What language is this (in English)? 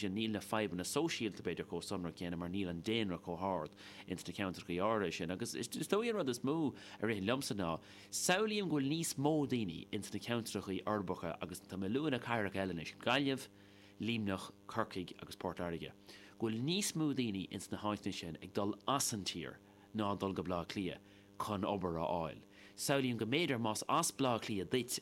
Irish